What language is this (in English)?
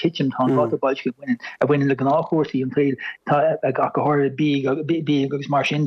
Irish